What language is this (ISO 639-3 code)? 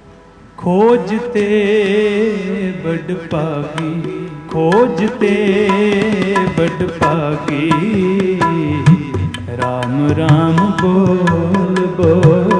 hin